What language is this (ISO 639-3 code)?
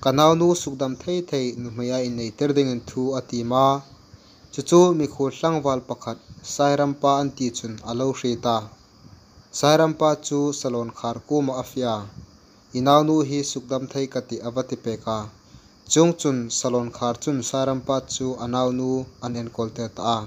hmr